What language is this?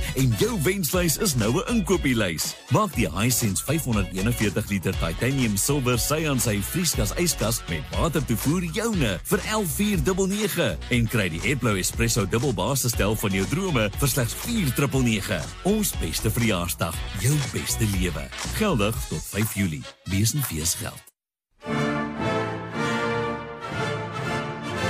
Afrikaans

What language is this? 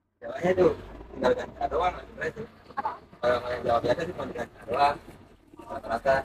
Betawi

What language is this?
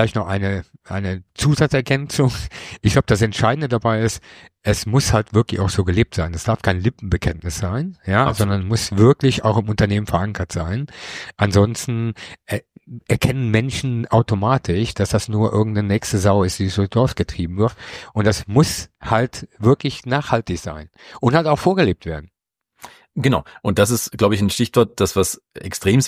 German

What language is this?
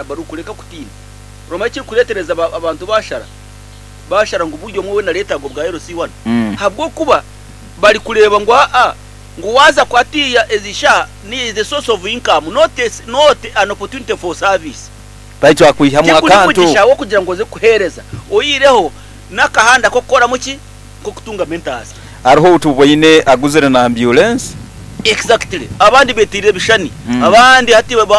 Nyankole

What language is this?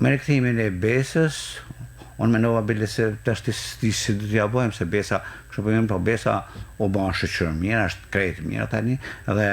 Albanian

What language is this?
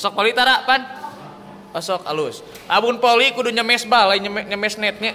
Sundanese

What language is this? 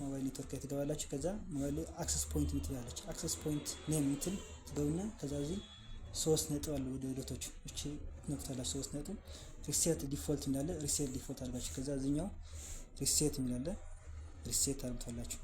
Amharic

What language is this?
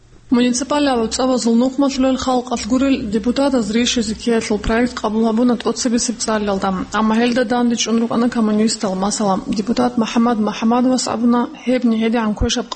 Avaric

